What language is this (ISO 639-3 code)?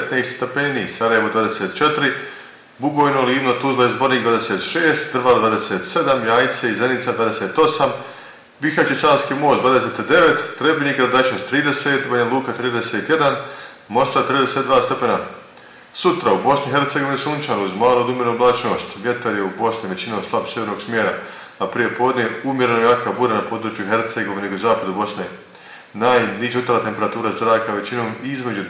bos